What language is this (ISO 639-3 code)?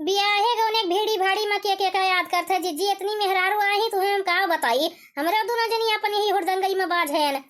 awa